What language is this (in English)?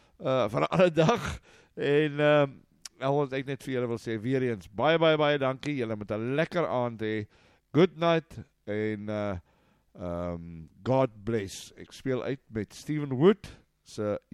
Afrikaans